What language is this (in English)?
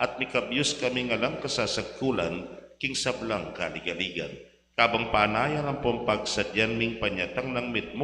Pampanga